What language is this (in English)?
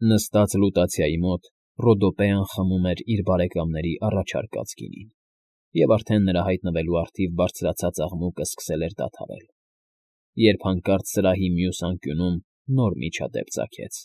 Armenian